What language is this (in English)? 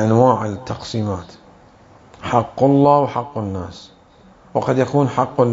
Mesopotamian Arabic